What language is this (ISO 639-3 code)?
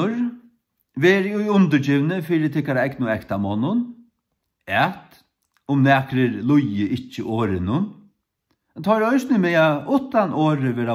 fao